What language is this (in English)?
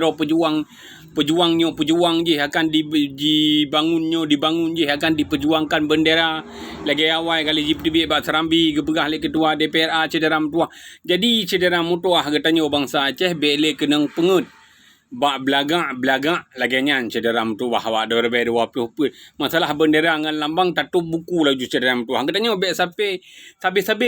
Achinese